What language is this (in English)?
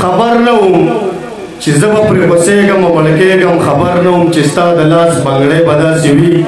Pashto